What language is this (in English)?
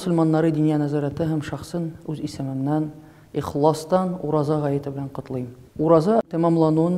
Tatar